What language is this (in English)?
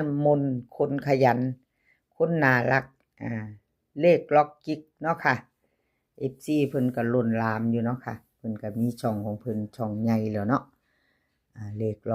Northeastern Thai